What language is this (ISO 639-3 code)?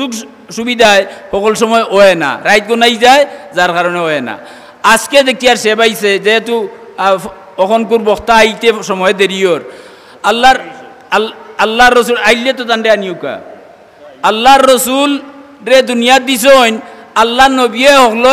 syl